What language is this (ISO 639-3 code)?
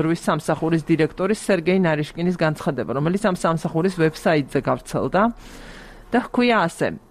kat